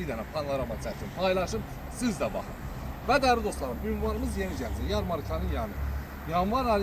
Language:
Azerbaijani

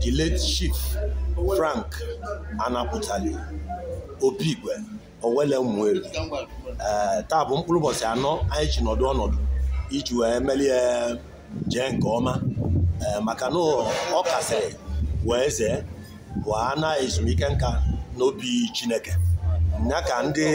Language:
Igbo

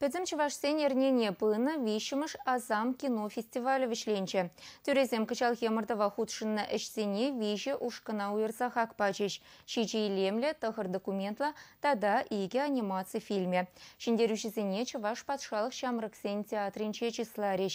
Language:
Chuvash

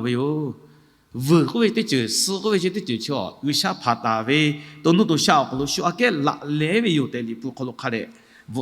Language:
Lahu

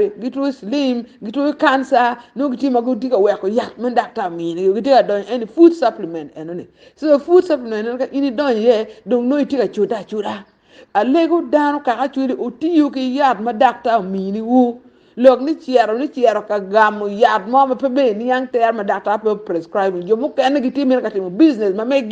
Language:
Acoli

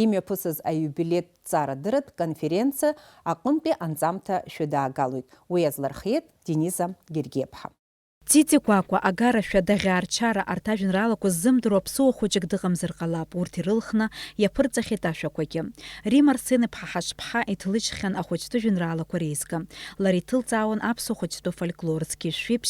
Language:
Abkhazian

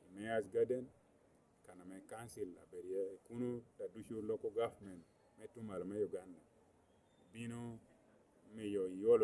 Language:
Lango (Uganda)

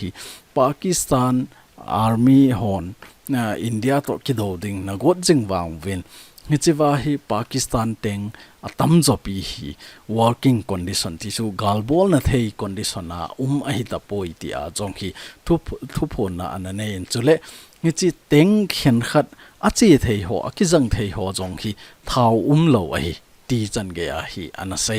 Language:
Thado Chin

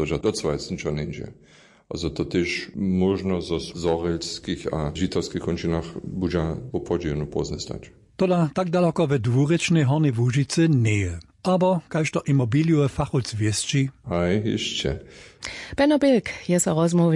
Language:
Upper Sorbian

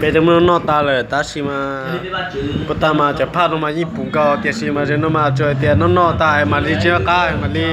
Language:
Hmong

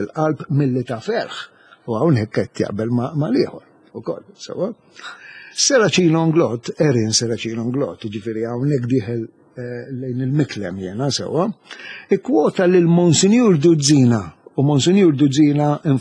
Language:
Maltese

